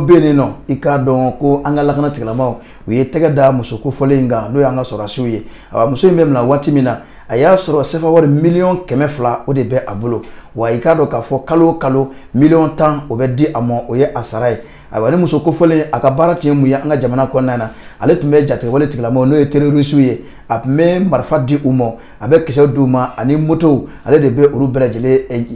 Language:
Bambara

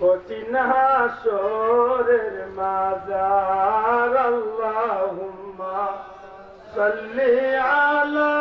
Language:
Sylheti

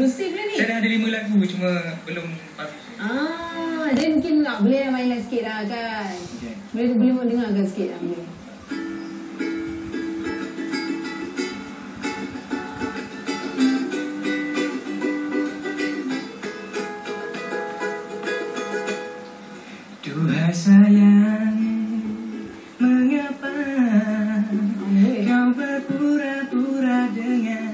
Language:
Malay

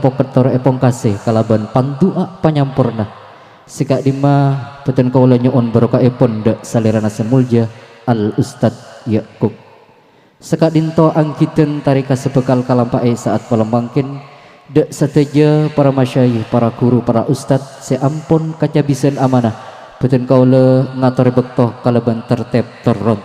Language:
Madurese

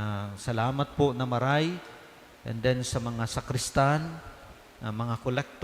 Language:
Bikol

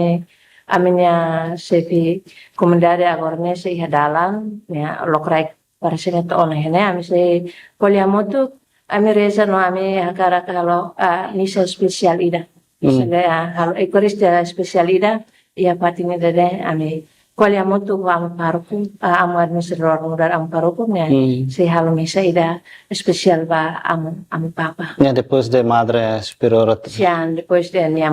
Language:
Tetum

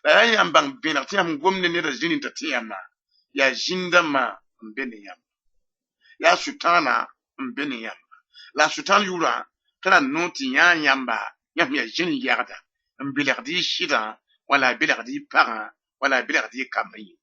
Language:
Mossi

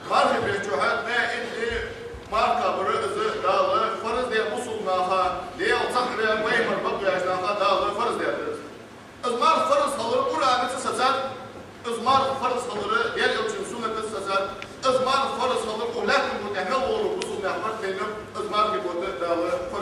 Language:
Ingush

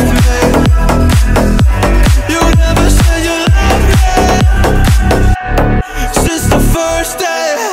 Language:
English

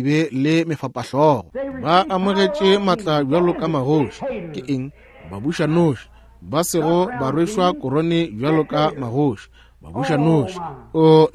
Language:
Northern Sotho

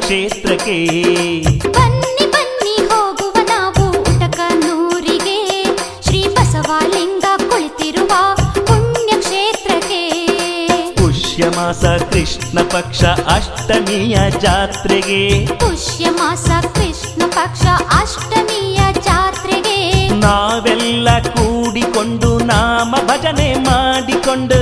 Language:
Kannada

